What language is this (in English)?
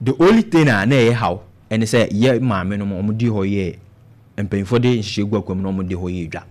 Akan